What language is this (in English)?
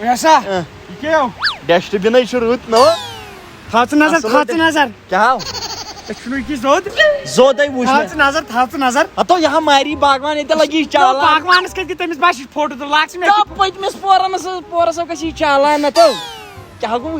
Kashmiri